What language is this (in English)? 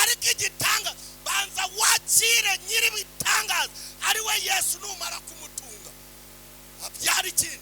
Kinyarwanda